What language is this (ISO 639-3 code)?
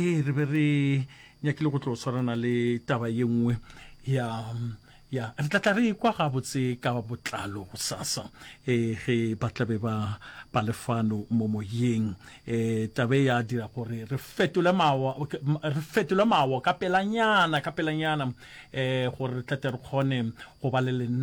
nso